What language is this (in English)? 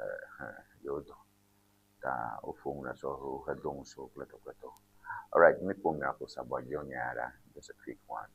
Ewe